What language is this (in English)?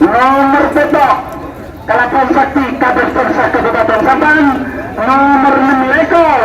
Madurese